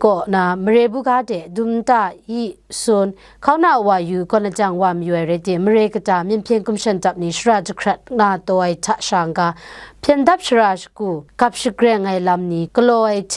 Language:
Kachin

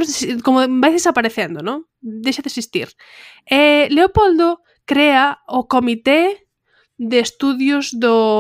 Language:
Galician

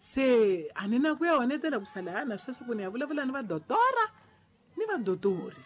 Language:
Tsonga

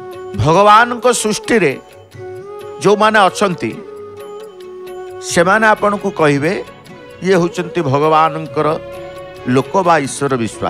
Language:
Odia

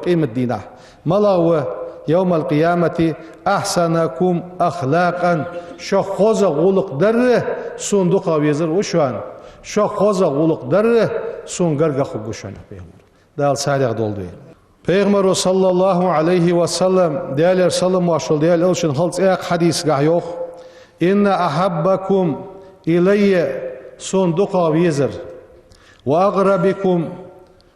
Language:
Ingush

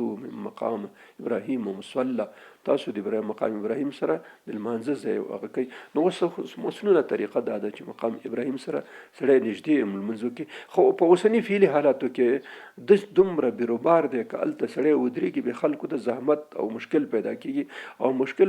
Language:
Pashto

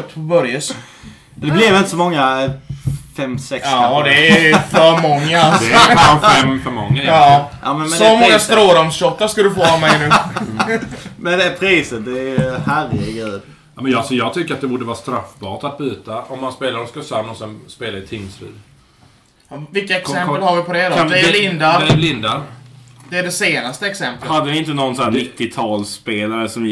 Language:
Swedish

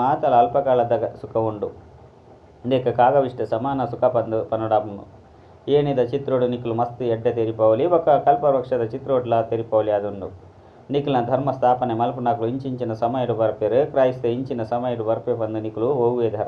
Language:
Tulu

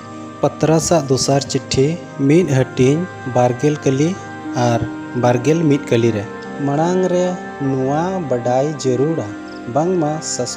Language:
Santali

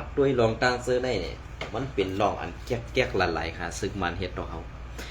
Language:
Shan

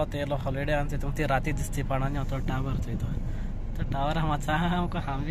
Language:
Konkani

